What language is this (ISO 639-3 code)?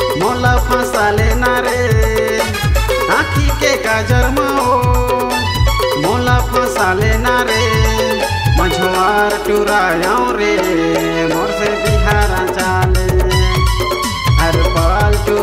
hne